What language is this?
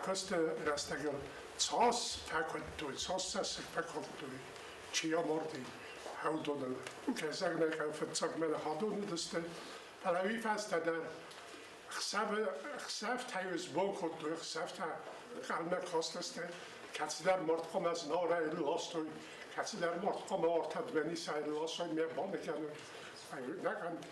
Ossetic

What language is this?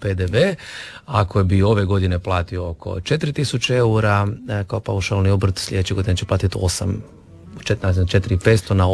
Croatian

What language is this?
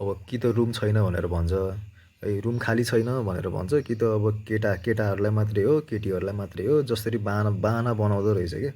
Nepali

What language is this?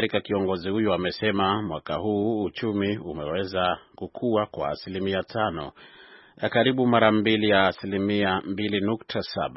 Swahili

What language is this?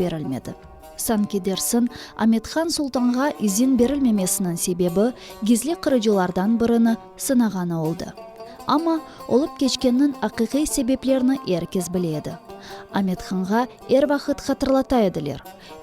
Crimean Tatar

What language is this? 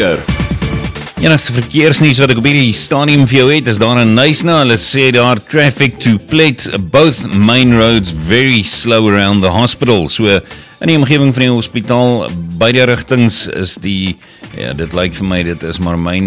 Afrikaans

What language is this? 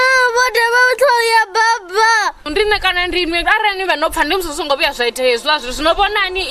Venda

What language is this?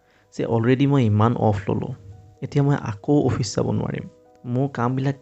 Assamese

